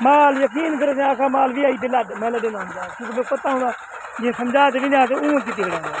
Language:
Saraiki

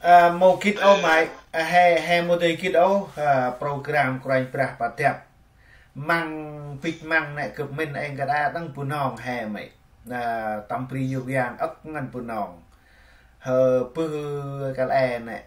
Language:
Central Mnong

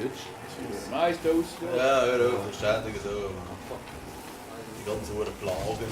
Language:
Swiss German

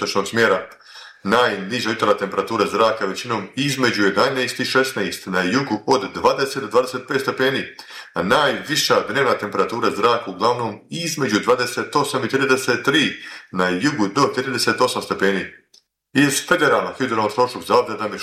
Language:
Bosnian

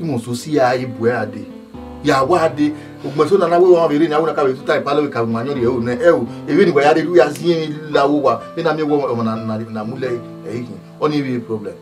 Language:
Bini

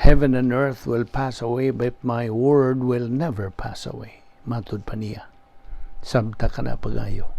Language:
Cebuano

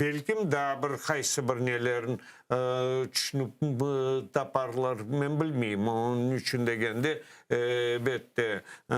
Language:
Crimean Tatar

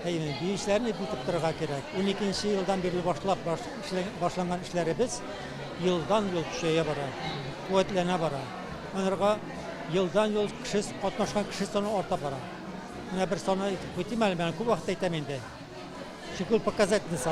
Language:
Tatar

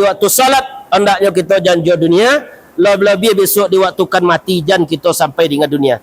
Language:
Minangkabau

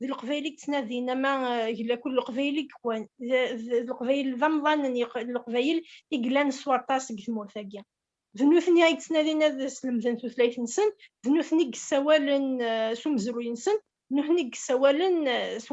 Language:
Kabyle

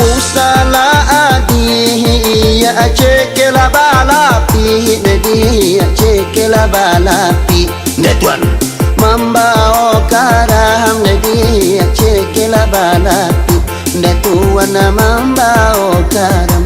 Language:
Minangkabau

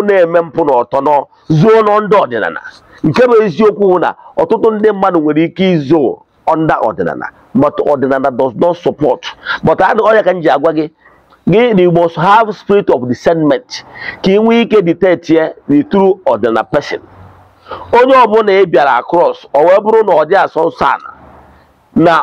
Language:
Igbo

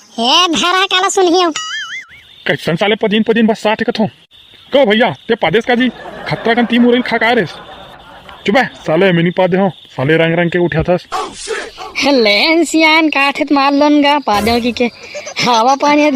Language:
Chhattisgarhi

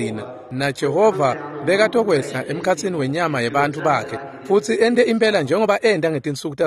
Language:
Swati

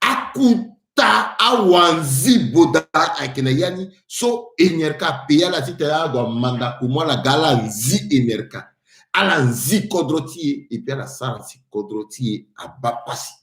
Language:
Sango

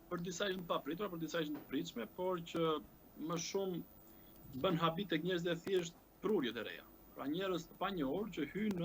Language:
Albanian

